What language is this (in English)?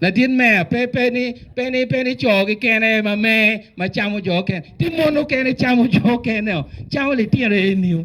Acoli